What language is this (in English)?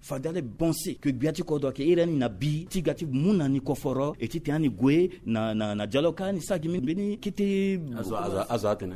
Sango